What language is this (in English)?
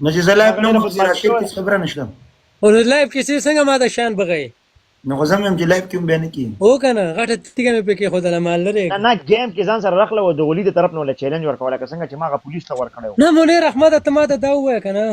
Pashto